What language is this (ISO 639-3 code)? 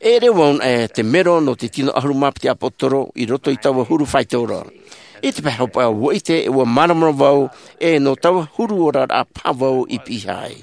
tah